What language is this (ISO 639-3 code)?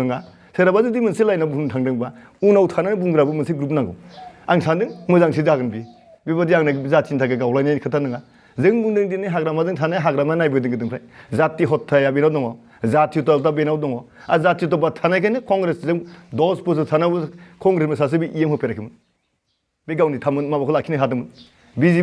brx